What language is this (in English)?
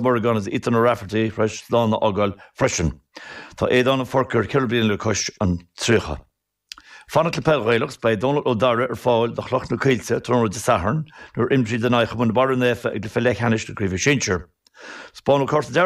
Irish